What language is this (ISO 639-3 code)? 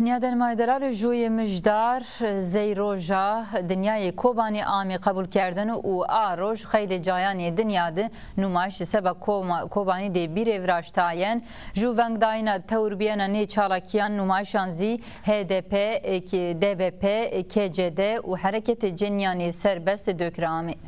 zza